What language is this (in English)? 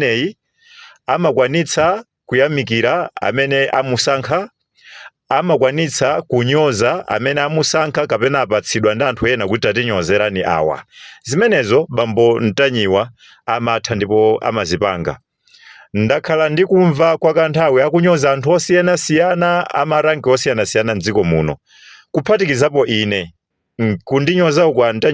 Nyanja